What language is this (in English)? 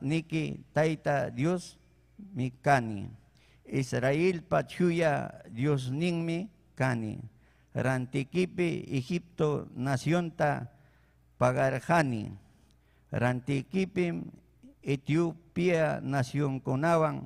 Ayacucho Quechua